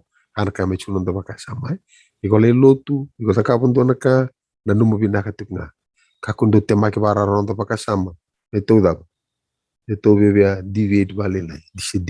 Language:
Fijian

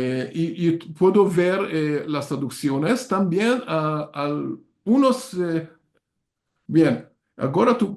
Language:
Ladino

